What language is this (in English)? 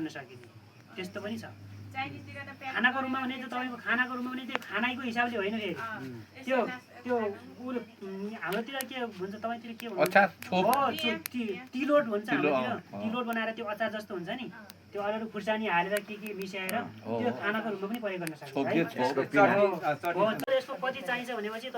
Nepali